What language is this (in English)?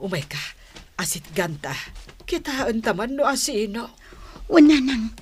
Iloko